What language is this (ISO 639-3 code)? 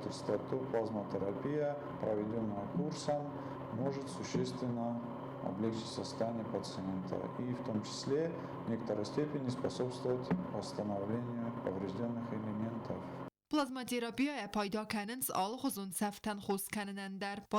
oss